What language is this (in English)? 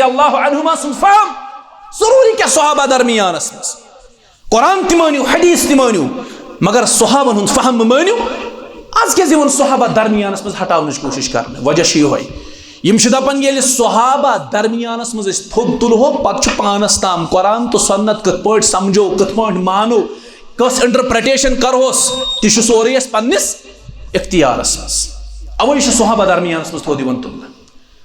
Kashmiri